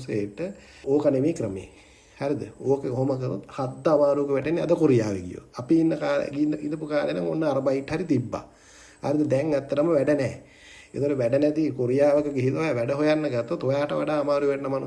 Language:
Sinhala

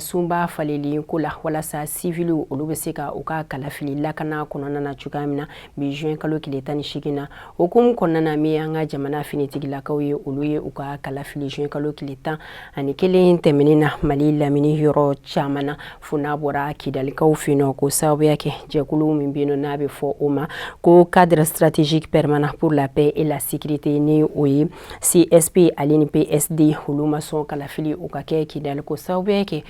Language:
Bambara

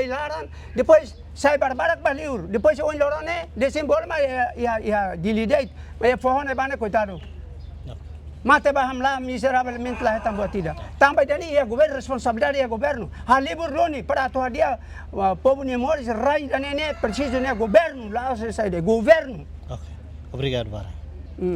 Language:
Tetum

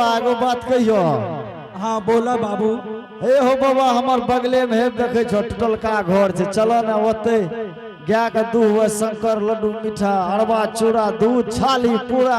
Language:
Angika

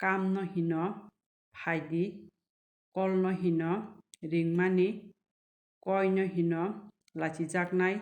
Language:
Kok Borok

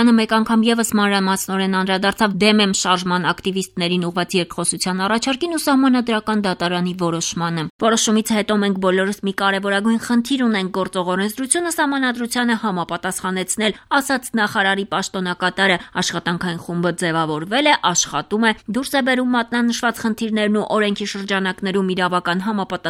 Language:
Armenian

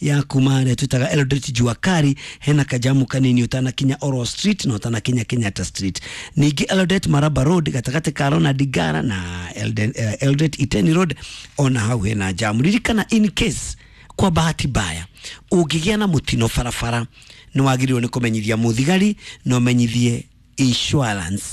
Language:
Kikuyu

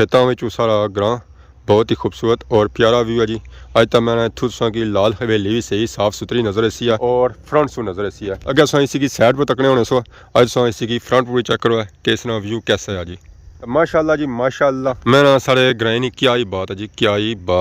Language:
Pahari-Potwari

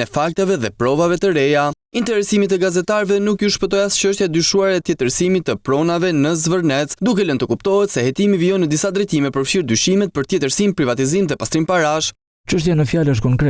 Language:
Albanian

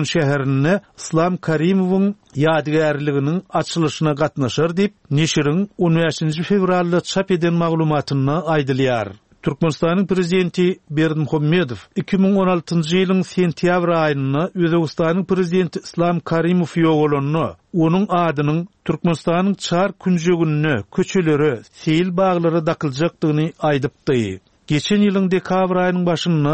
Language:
Turkmen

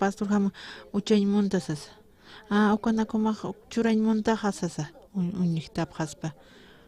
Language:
Aymara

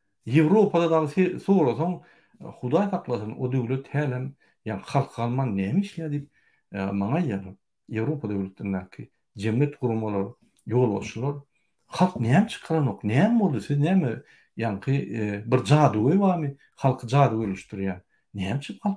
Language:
Turkmen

